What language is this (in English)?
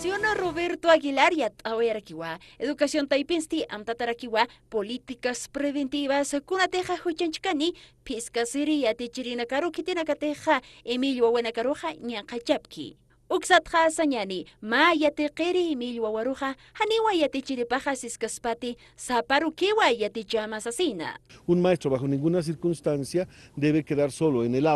Aymara